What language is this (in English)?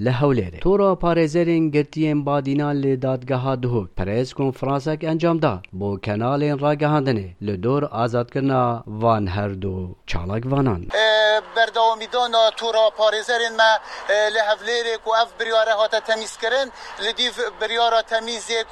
Kurdish